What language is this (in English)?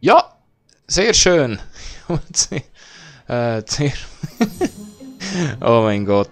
Swiss German